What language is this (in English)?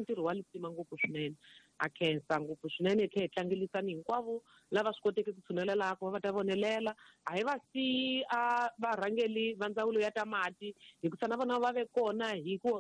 Tsonga